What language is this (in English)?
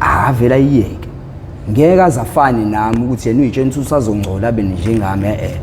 Zulu